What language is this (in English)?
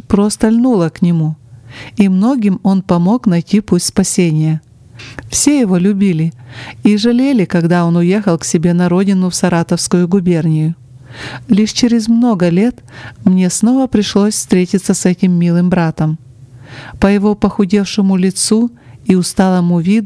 Russian